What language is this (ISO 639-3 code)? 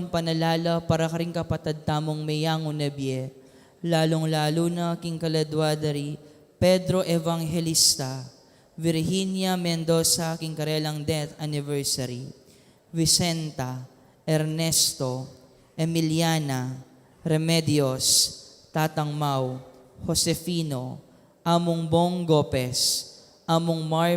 pam